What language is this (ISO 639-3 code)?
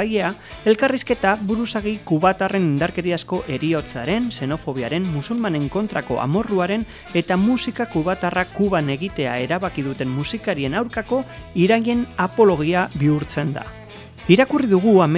eus